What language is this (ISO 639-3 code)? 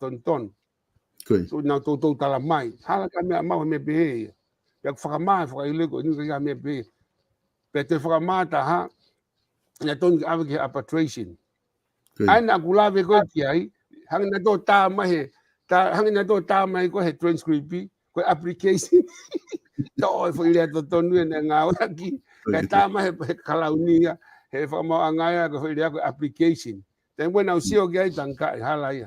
ton